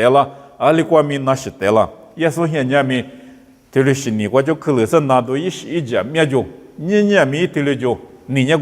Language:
Lisu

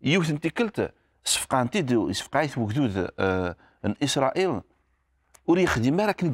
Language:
Kabyle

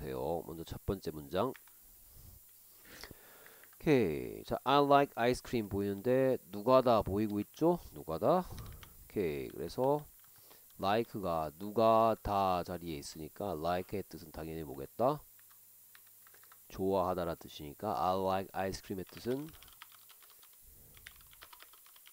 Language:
Korean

